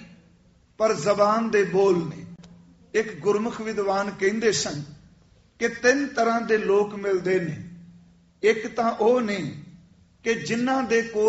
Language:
Punjabi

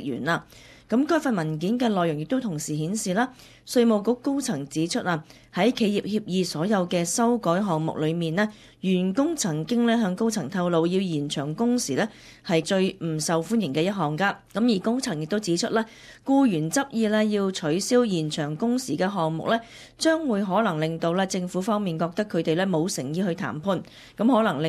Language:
Cantonese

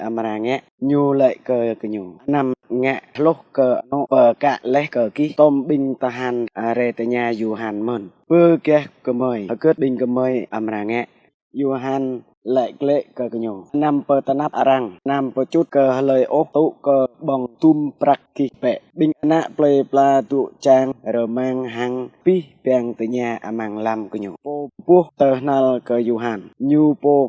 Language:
Jarai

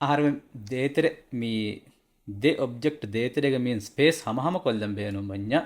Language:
Divehi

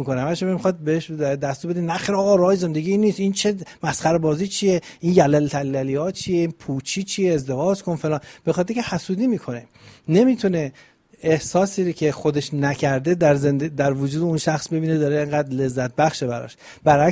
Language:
Persian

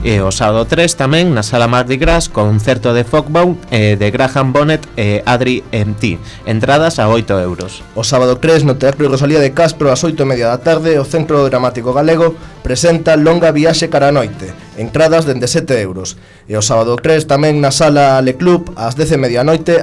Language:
Galician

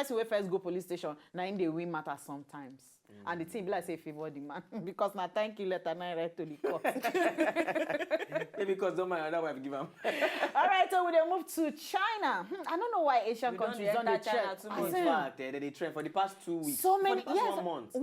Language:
Nigerian Pidgin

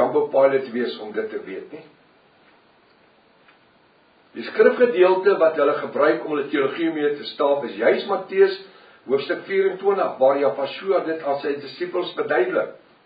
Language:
Afrikaans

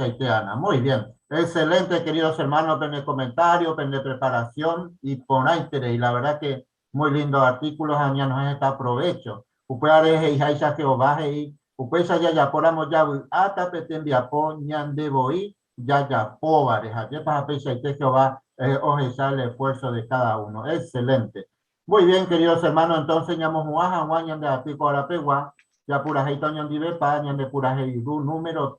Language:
Guarani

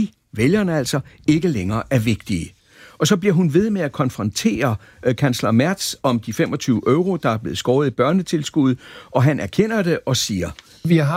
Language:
Danish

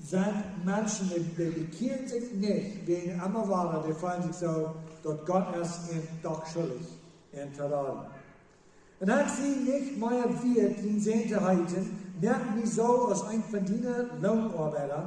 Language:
Plautdietsch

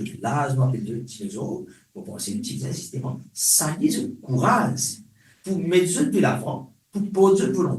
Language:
Morisyen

